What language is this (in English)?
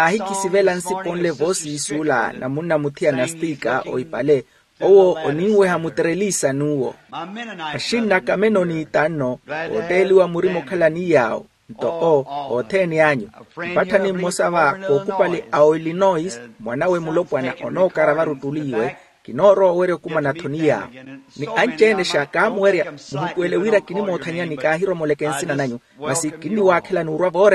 Makhuwa